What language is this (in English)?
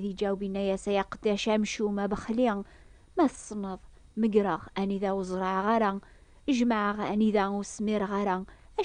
Kabyle